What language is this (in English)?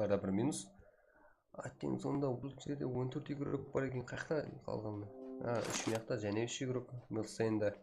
Kara-Kalpak